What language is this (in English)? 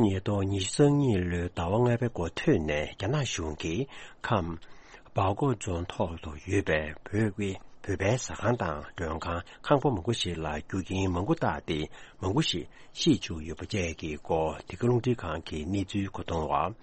Tibetan